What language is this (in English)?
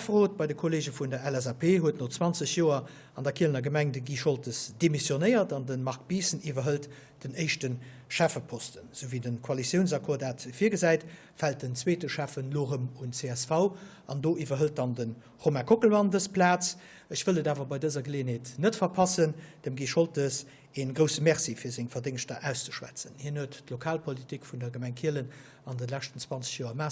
Luxembourgish